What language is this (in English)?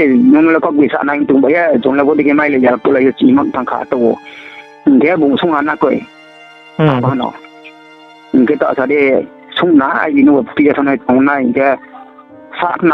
Riang (India)